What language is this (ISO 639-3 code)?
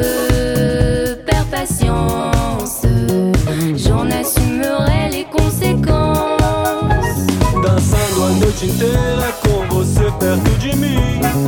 por